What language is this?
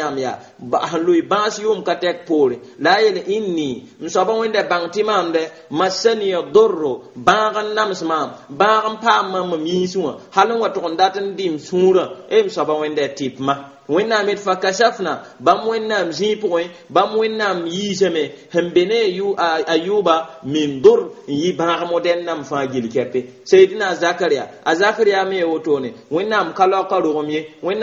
Mossi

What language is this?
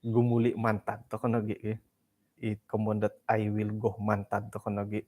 Central Dusun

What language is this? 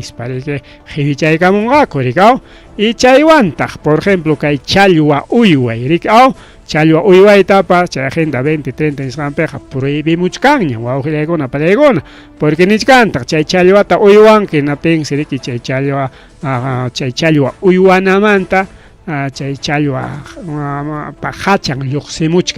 Ayacucho Quechua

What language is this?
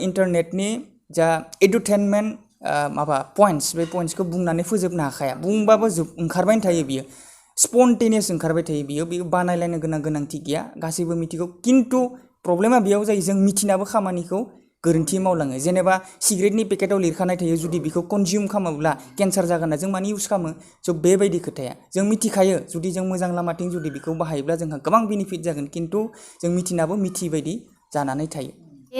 Bodo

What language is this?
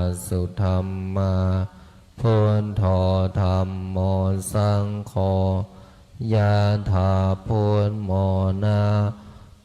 Pali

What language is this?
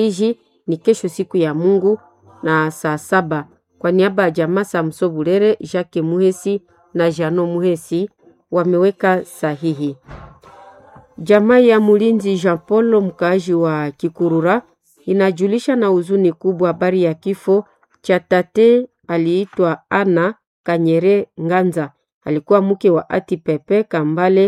Swahili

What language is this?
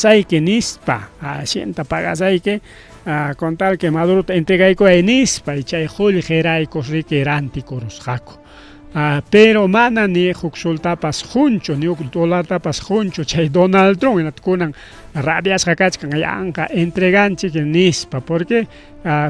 Ayacucho Quechua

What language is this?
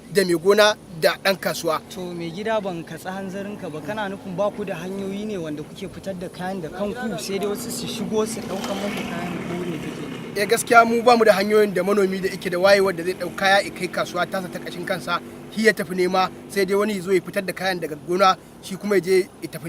Hausa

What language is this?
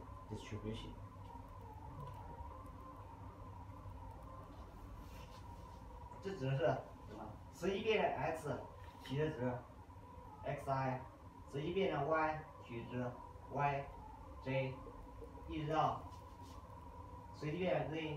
Chinese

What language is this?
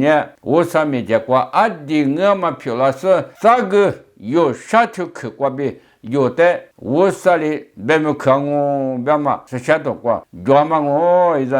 Lisu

